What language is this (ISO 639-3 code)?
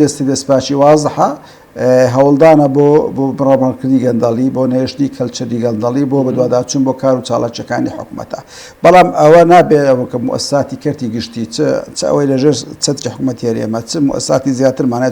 ckb